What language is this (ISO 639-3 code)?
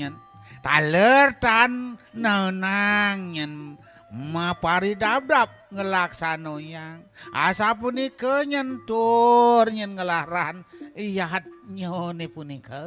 ban